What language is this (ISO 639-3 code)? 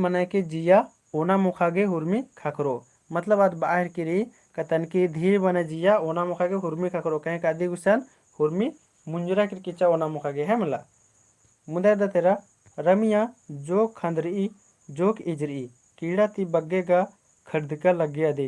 kru